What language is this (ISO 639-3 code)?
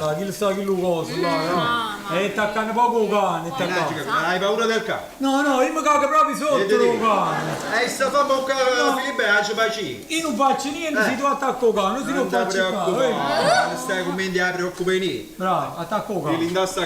nap